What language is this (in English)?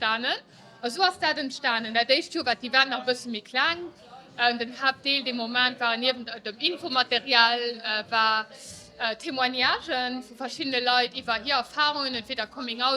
Luxembourgish